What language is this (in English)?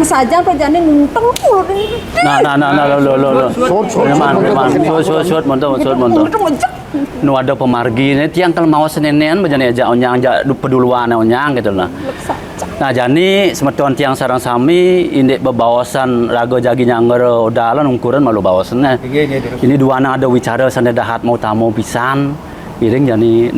Balinese